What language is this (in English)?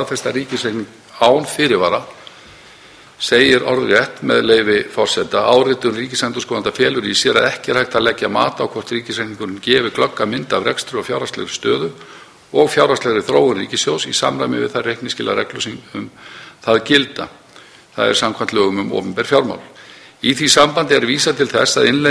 Icelandic